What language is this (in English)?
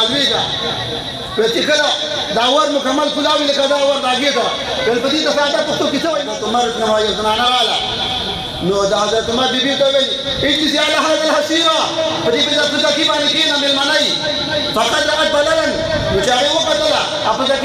Pashto